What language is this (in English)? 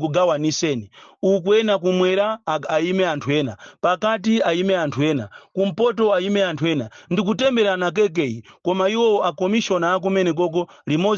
Nyanja